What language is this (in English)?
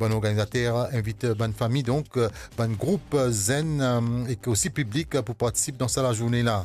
Morisyen